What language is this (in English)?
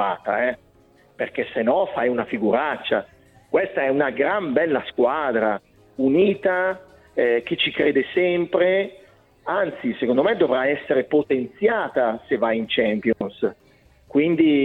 Italian